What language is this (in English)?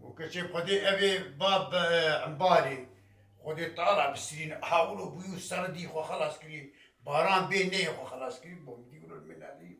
Kurdish